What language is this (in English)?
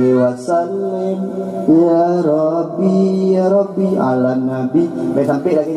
Achinese